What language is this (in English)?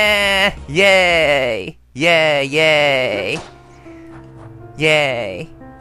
Japanese